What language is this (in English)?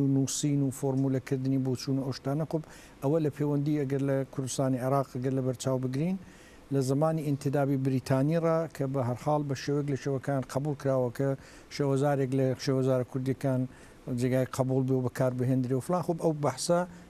Central Kurdish